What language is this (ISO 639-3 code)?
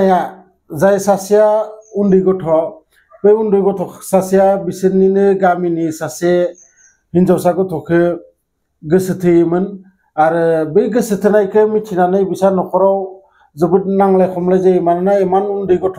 brx